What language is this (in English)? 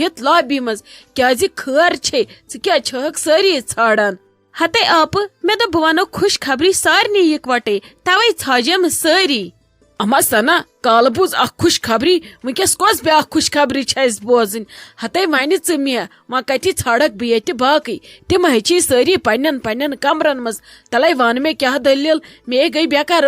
Kashmiri